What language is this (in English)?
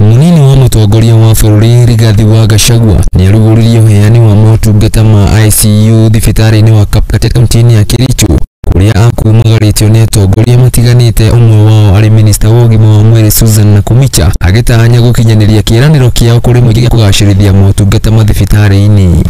Kikuyu